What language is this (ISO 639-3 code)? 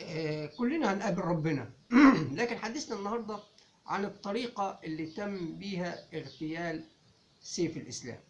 arz